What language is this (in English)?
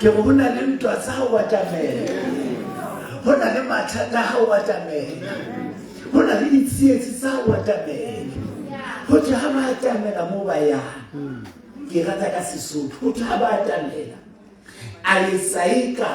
Southern Sotho